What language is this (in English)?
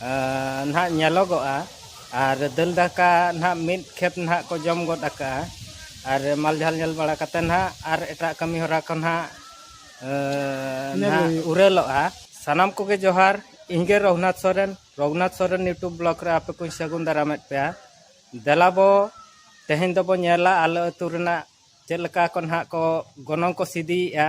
Santali